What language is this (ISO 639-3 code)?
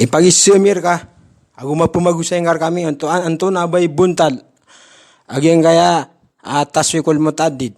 mrw